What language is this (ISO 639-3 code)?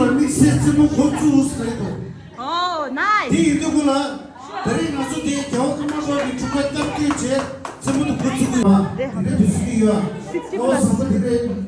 bod